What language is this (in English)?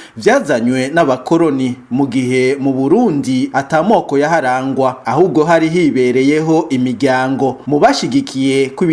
Rundi